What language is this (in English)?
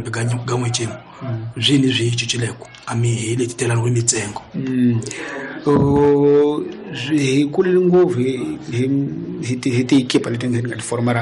Tsonga